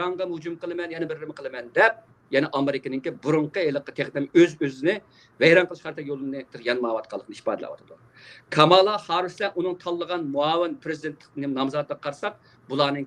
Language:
Uyghur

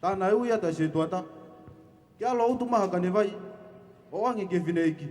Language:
Tongan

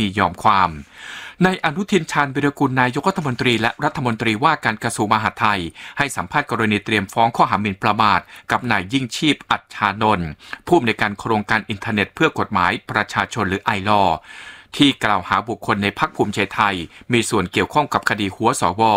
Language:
Thai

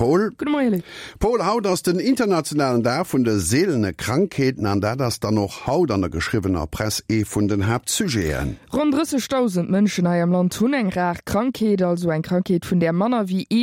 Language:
Luxembourgish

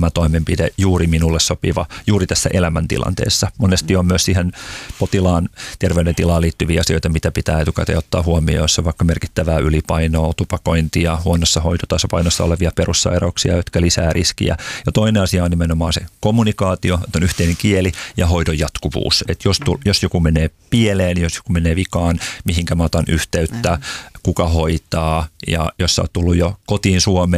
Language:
Finnish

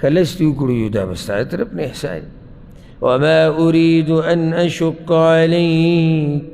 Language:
Pashto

